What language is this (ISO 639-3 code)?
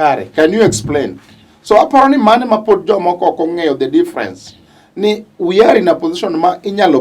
luo